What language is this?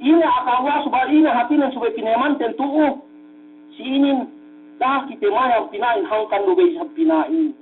Yakan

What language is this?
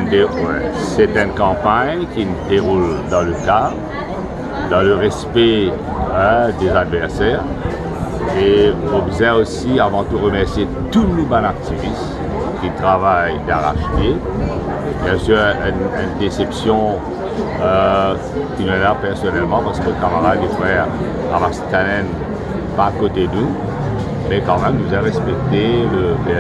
Morisyen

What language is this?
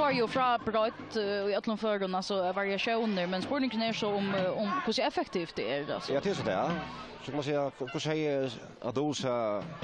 Faroese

